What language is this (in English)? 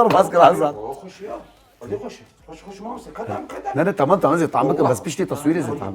Kurdish